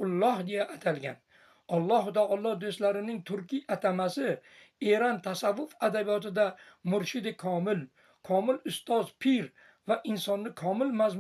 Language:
Uzbek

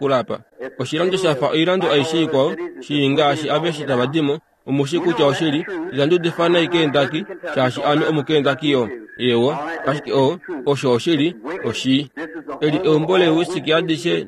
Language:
Kuanyama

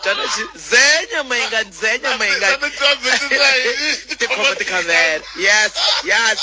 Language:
Tsonga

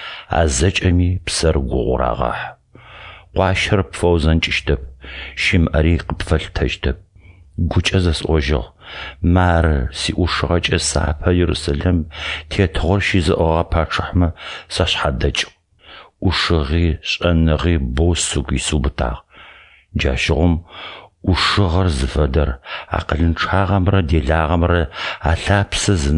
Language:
Adyghe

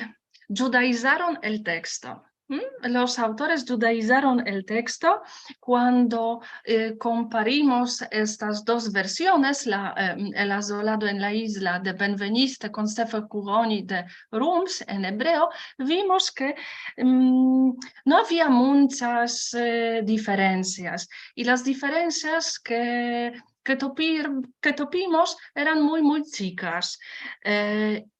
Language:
Ladino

